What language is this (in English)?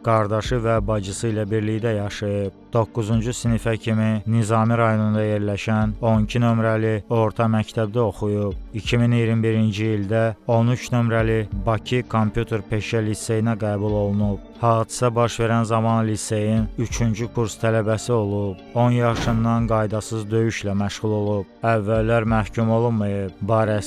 Azerbaijani